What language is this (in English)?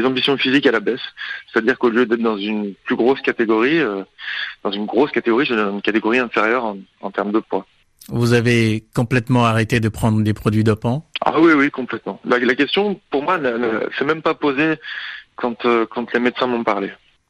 French